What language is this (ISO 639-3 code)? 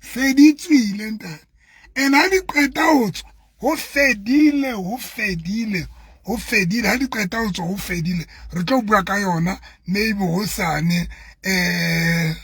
sot